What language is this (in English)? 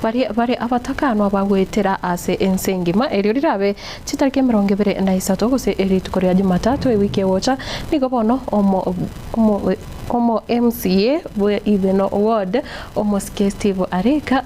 Gusii